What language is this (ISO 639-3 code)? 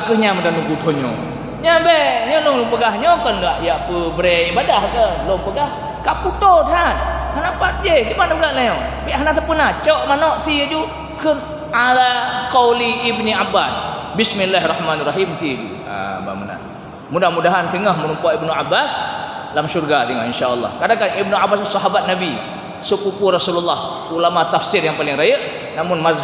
ace